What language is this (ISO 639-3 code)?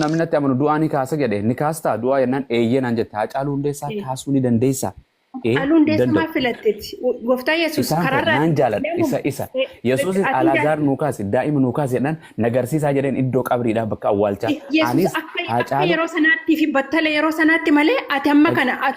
orm